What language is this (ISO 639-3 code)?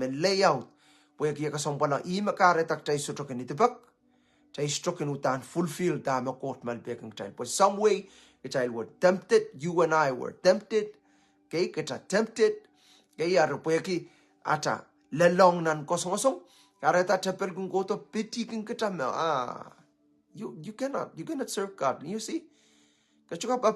pon